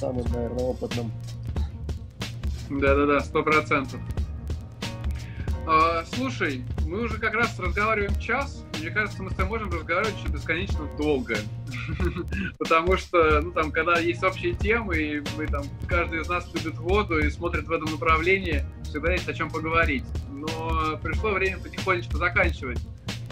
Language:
Russian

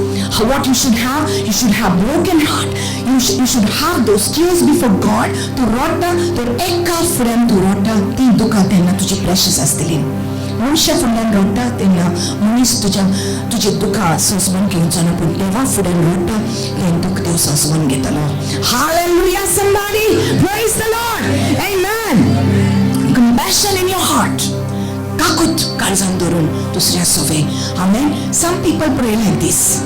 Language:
Konkani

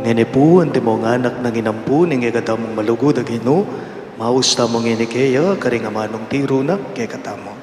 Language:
Pampanga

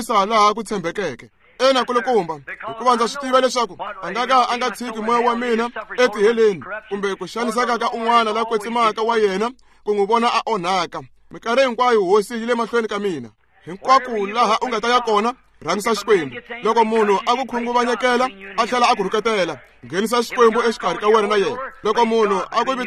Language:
Tsonga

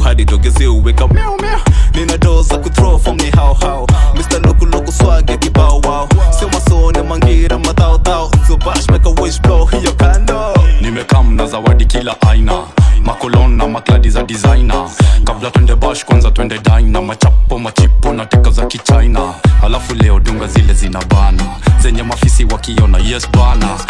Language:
Swahili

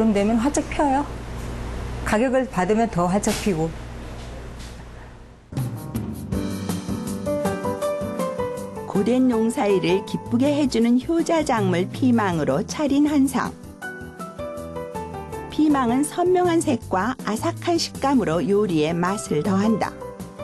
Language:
Korean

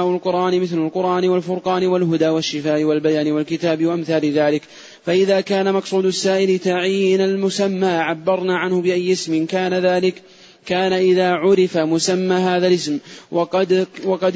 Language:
Arabic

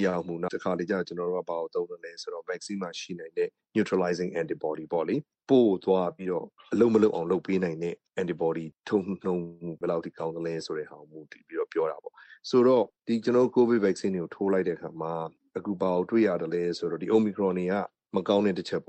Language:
Burmese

